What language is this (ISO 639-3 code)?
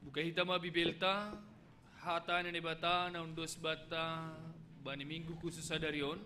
bts